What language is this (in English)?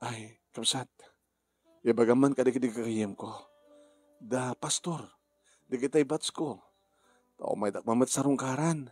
Iloko